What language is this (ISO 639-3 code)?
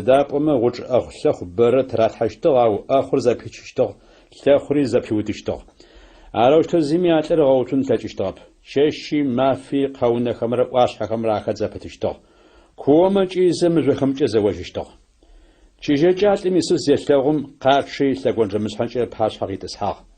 ady